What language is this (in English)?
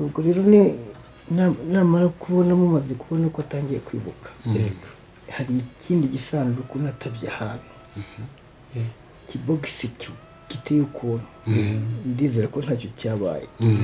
Kinyarwanda